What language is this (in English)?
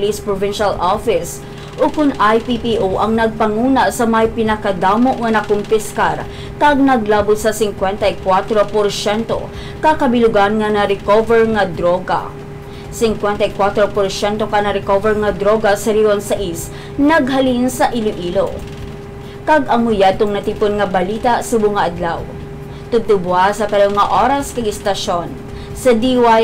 Hiligaynon